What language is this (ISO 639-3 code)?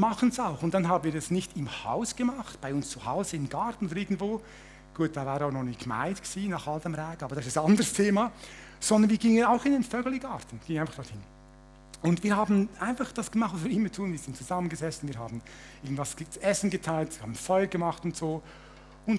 gsw